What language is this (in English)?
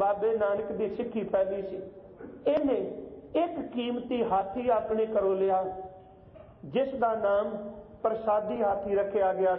Punjabi